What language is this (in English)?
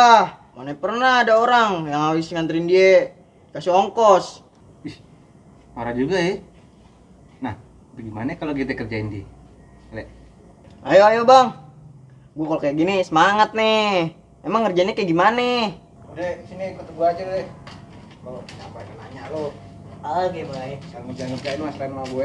Betawi